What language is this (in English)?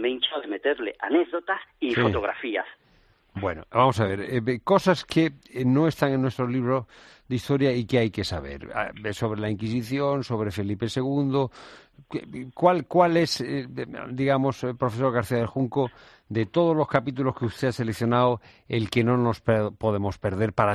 Spanish